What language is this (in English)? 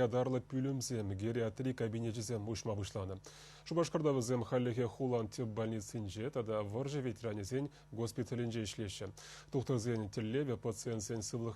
Chuvash